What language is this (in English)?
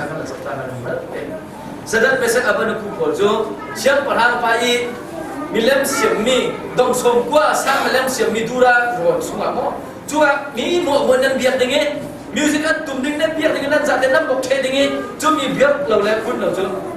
Hakha Chin